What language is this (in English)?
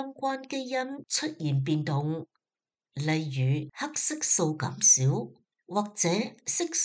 Cantonese